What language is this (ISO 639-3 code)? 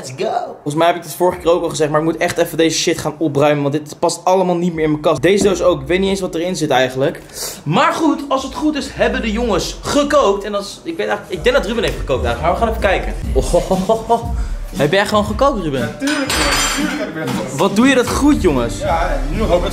nld